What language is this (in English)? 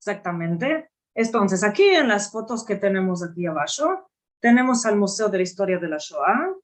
Ladino